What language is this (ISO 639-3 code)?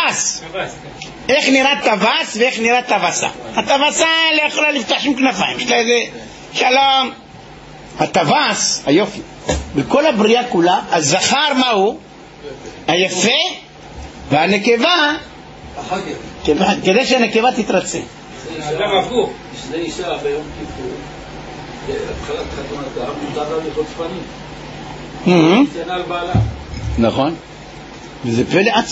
heb